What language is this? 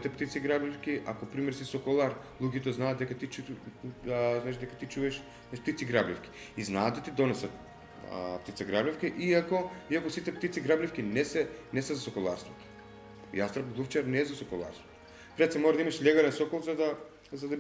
Macedonian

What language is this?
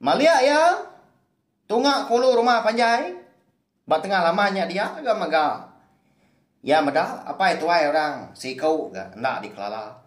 Iban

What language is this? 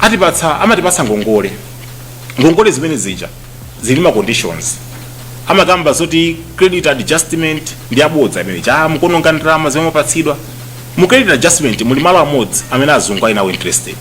Nyanja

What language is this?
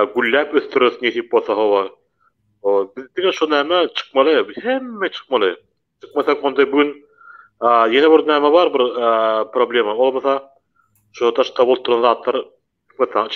Turkmen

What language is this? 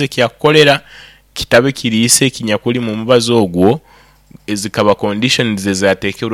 Nyoro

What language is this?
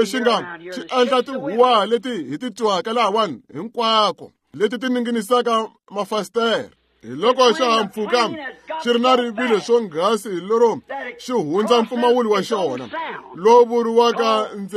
Tsonga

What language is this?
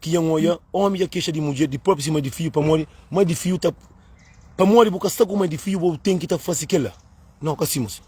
Kabuverdianu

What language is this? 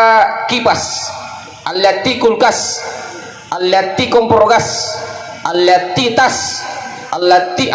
Buginese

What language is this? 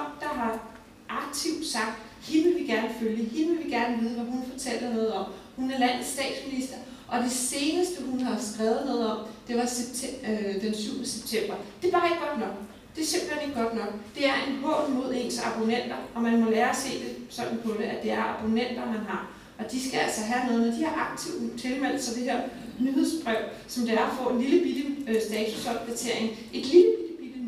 Danish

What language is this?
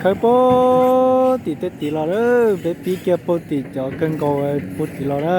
Hmong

